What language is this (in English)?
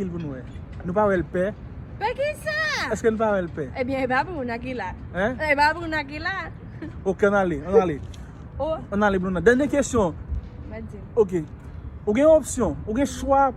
Haitian Creole